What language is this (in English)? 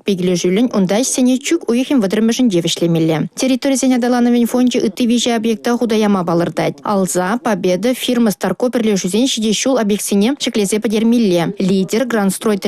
Chuvash